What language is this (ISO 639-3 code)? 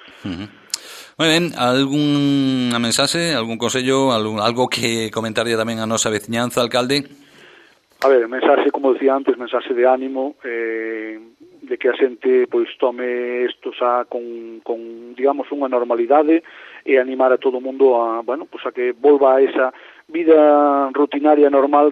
glg